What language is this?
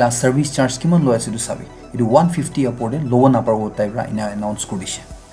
Naga Pidgin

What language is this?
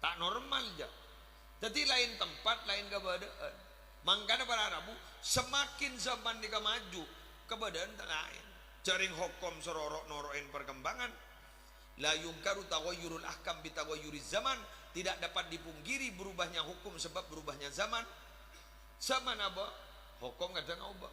Madurese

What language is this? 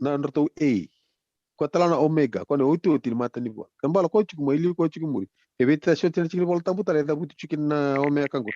Fijian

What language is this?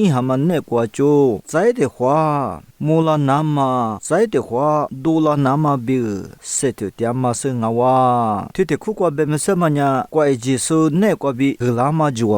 Lisu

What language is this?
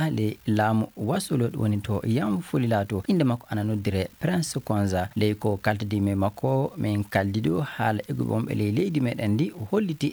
Fula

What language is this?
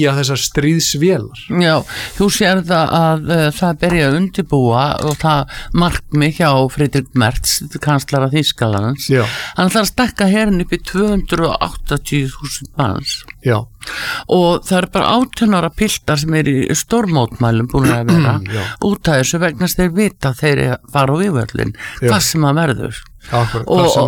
Icelandic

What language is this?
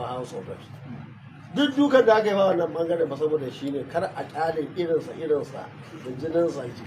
Hausa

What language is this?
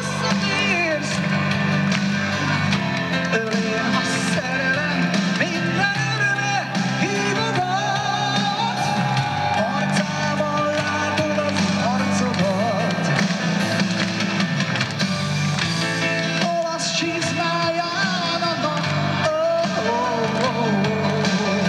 Hungarian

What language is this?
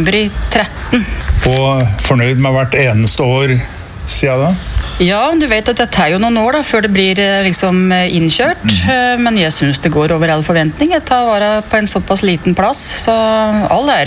Norwegian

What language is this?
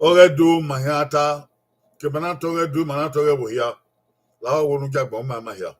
Bini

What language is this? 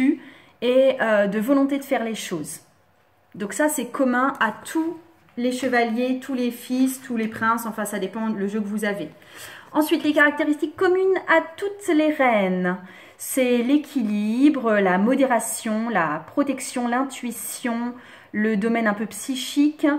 French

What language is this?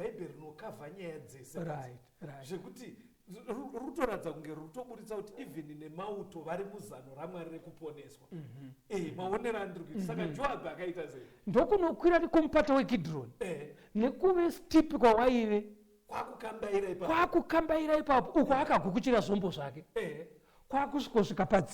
Shona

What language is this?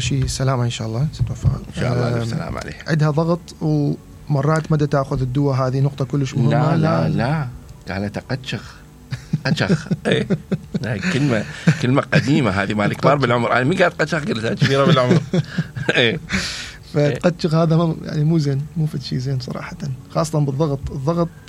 Mesopotamian Arabic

